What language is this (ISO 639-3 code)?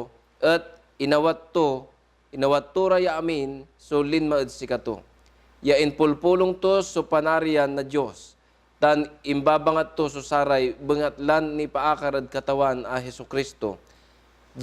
pag